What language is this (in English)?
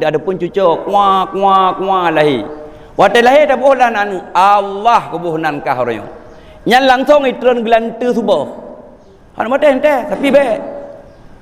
Achinese